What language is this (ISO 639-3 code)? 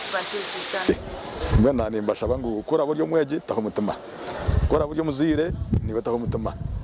nyn